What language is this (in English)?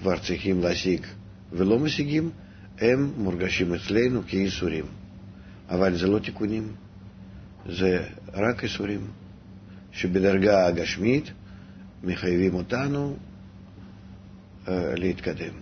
Hebrew